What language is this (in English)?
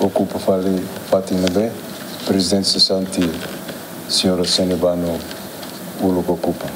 Tetum